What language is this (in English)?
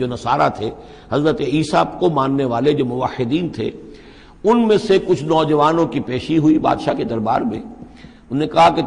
Urdu